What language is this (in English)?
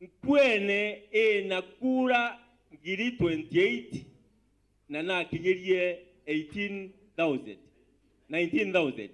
Meru